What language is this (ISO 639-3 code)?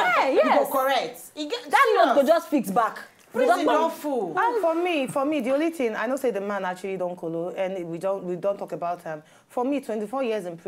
pcm